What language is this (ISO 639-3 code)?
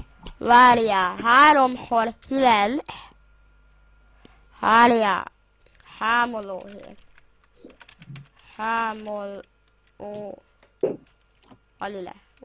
hun